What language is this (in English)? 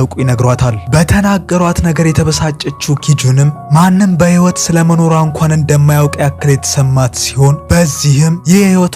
Amharic